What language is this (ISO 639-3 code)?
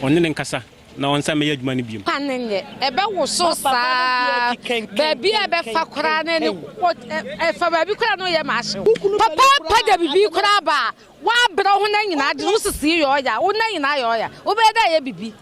aka